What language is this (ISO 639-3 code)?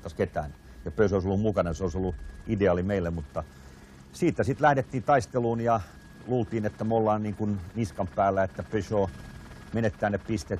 fin